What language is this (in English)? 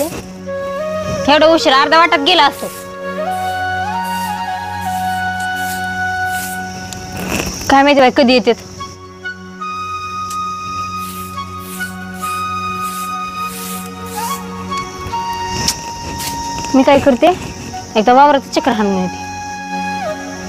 Marathi